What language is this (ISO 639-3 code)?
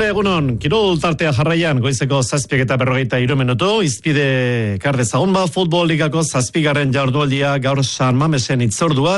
eus